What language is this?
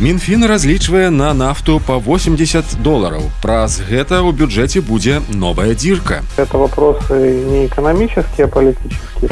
Belarusian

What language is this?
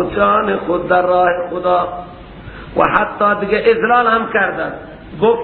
Persian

